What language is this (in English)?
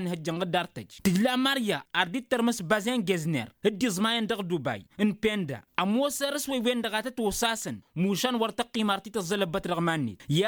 Tamasheq